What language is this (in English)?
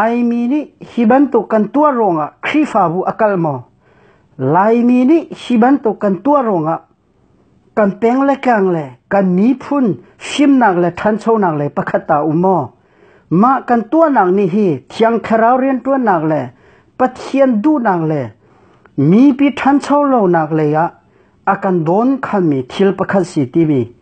Hakha Chin